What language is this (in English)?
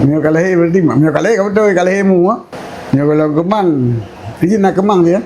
Achinese